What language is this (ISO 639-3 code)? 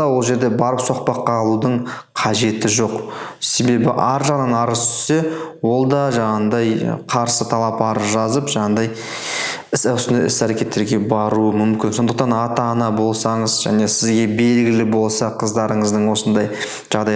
kaz